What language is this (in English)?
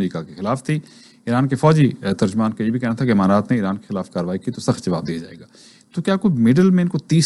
Hindi